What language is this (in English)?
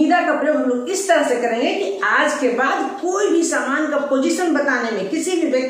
Hindi